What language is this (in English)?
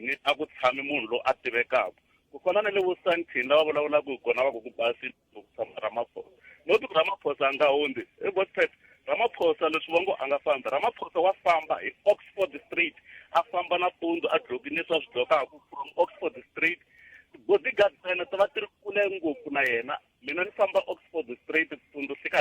Tsonga